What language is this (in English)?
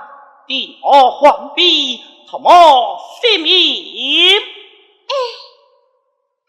Pu-Xian Chinese